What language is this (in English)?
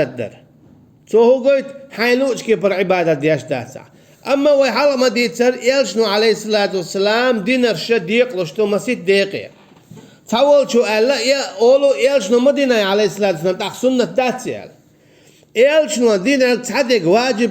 Chechen